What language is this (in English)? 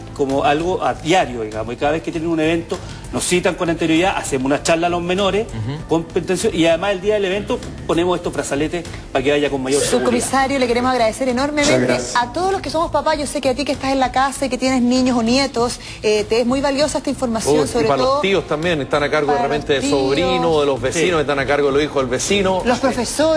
Spanish